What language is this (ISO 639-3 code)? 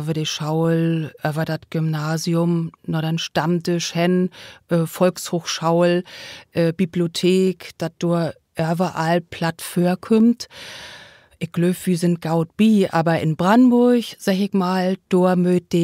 nds